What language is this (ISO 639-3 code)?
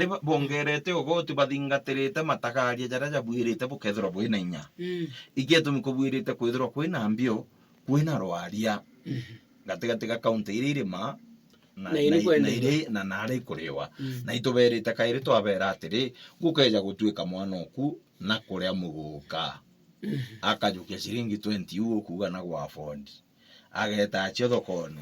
mer